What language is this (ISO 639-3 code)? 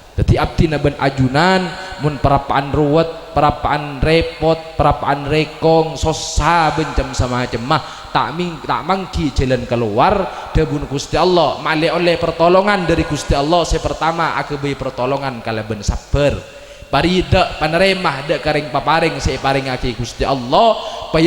mad